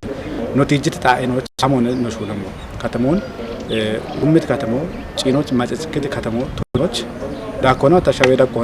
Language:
Kafa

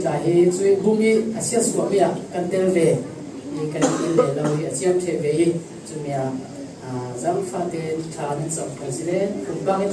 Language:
Falam Chin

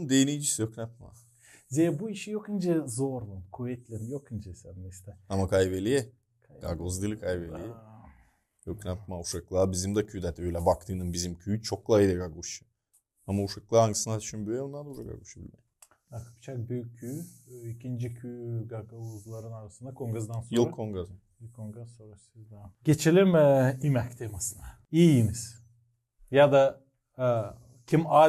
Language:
Gagauz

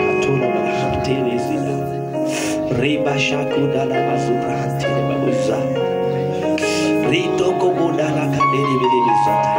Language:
Swahili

